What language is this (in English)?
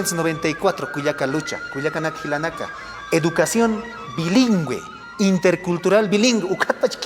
Aymara